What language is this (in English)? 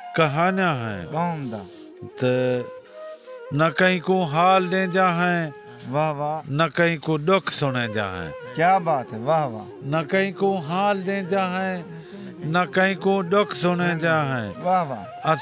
Saraiki